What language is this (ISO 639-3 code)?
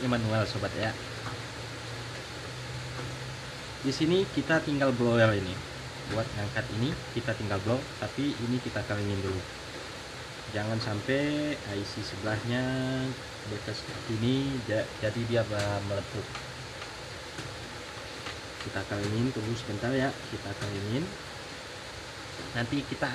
ind